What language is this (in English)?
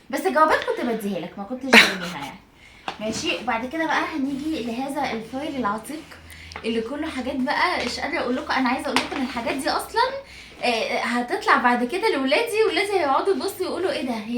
Egyptian Arabic